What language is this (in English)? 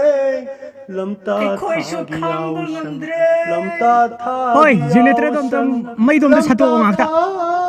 Manipuri